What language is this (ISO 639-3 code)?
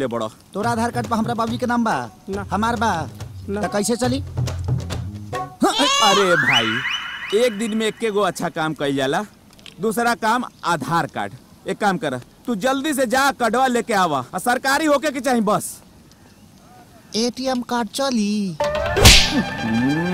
bho